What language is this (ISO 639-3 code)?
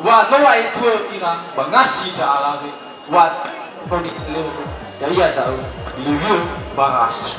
nia